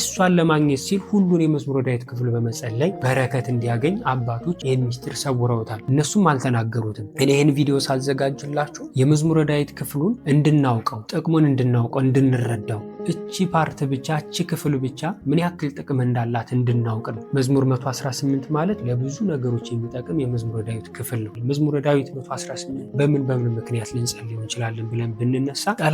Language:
Amharic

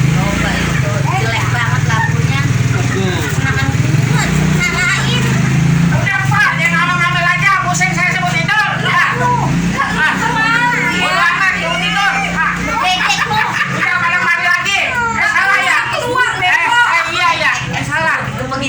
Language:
Betawi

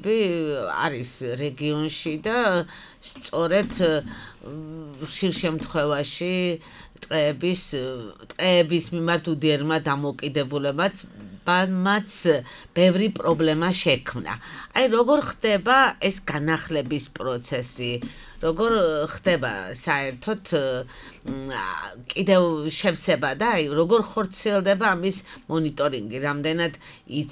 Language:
Georgian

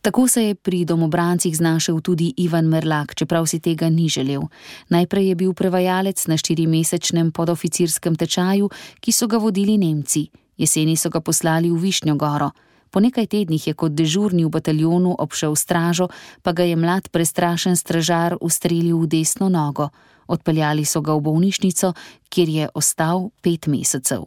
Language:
Slovenian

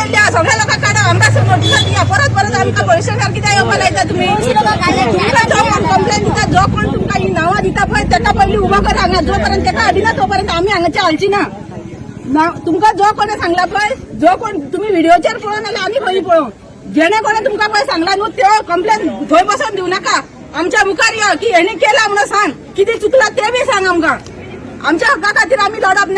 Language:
Konkani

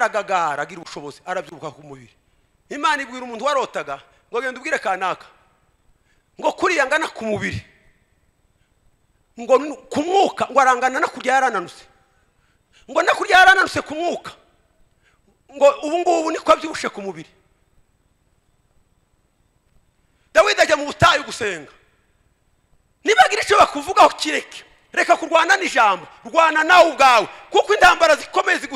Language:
Kinyarwanda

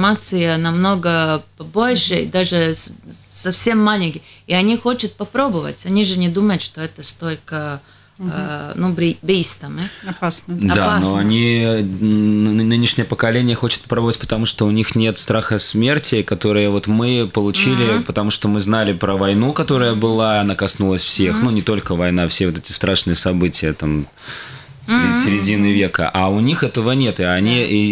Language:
Russian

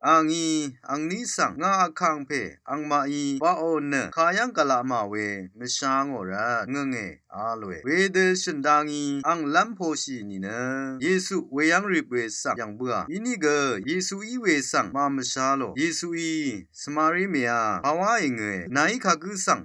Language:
Rawang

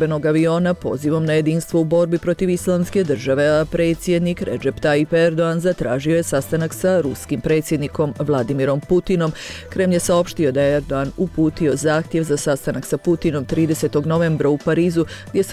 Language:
Croatian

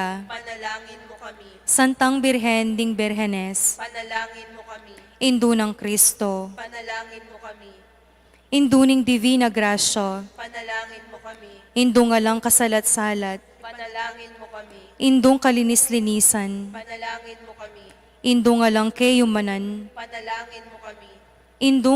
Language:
Pampanga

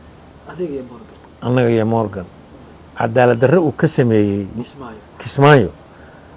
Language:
Somali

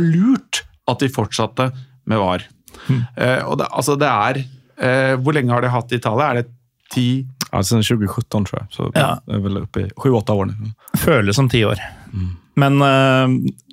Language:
Norwegian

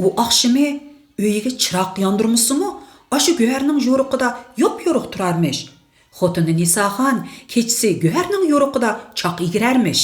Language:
Uyghur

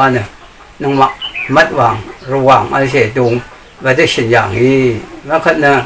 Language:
Rawang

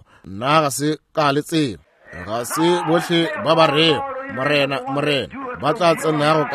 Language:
Northern Sotho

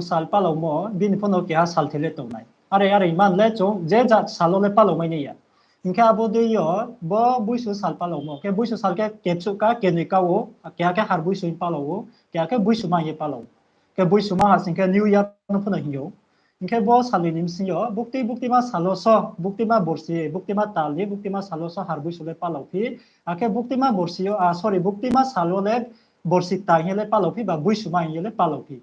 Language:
Riang (India)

